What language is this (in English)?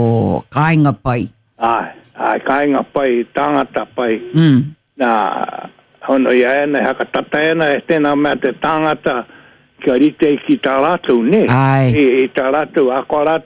Māori